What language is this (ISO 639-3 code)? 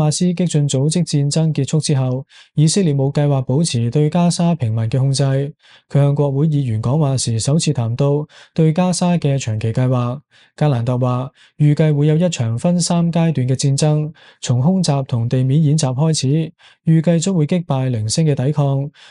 yue